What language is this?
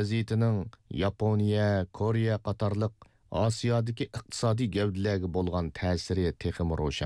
Uyghur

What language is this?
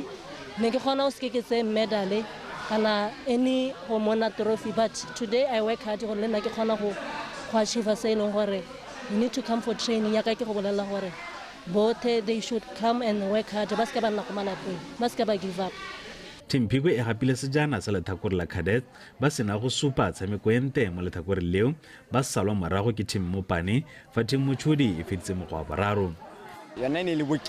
Tswana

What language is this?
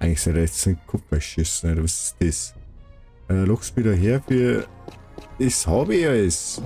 Bavarian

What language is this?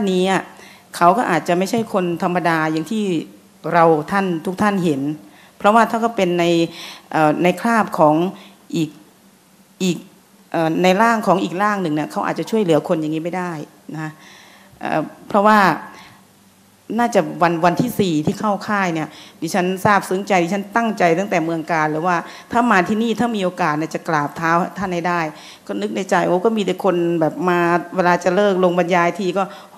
Thai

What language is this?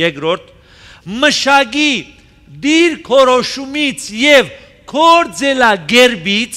Armenian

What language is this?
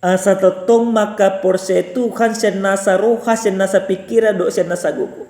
Batak Toba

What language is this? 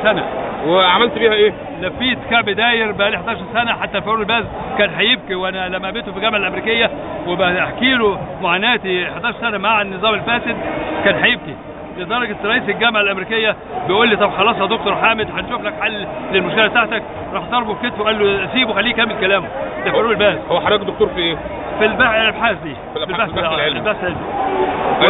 Egyptian Arabic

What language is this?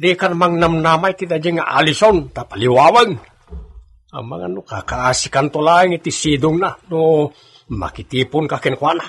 Iloko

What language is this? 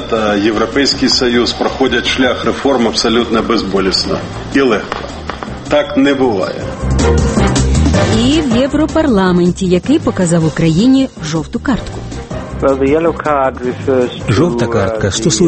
Ukrainian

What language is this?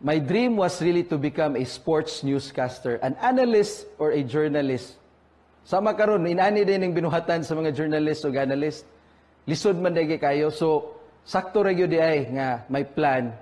Cebuano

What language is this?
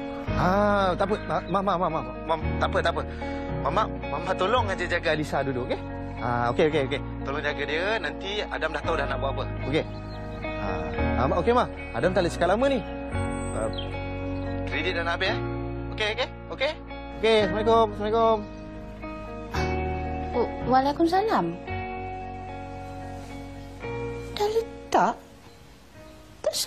Malay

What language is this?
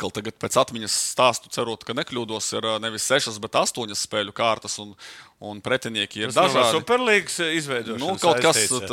Latvian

